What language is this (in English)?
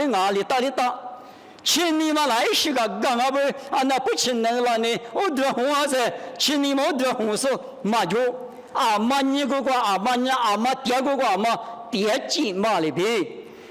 Lisu